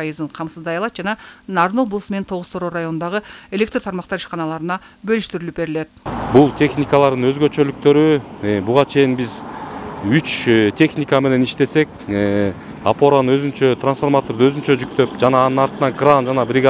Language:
Kyrgyz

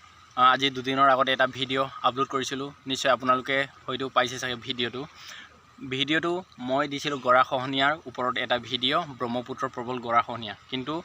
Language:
Assamese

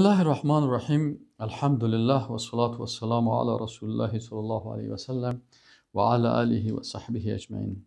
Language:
Persian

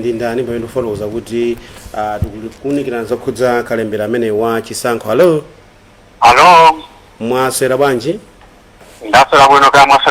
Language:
Nyanja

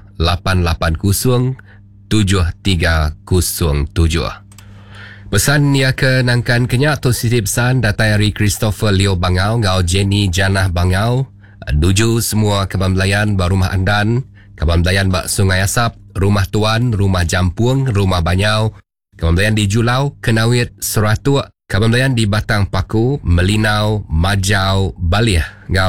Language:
Iban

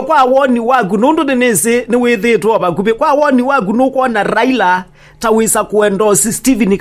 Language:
Kamba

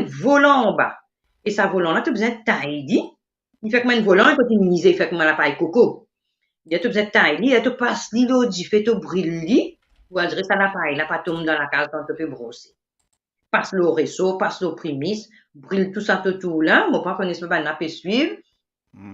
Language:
Morisyen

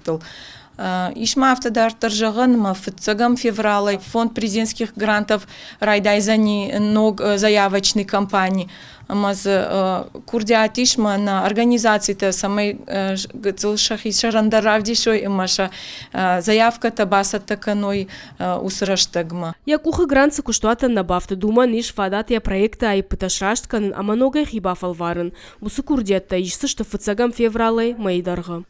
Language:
Ossetic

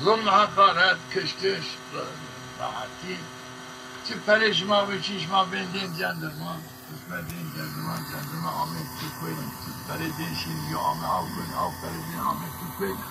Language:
Zaza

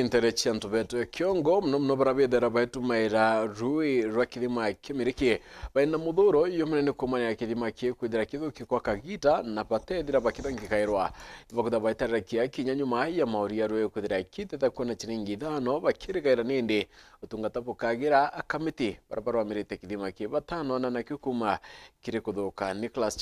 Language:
Meru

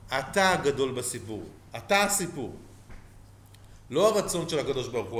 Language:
Hebrew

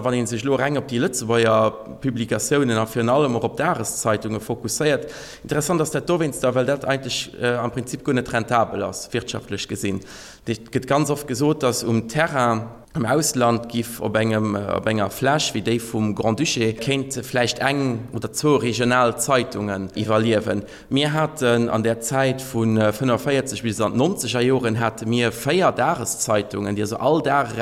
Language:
Luxembourgish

